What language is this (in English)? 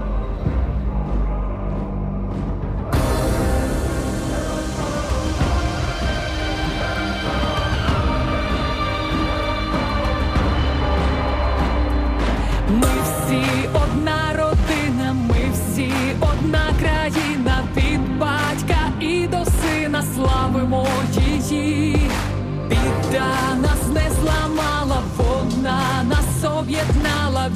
Ukrainian